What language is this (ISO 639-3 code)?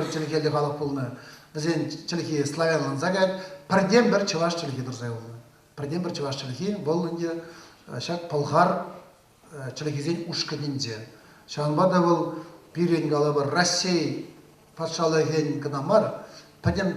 chv